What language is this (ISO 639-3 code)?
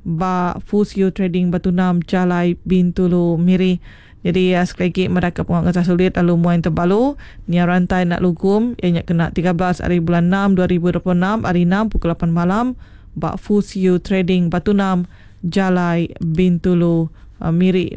iba